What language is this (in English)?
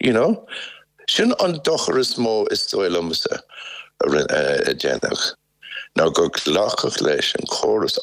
Irish